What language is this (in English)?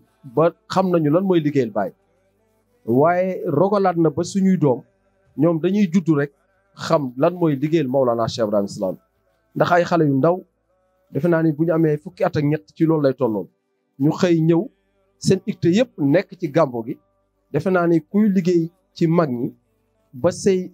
Wolof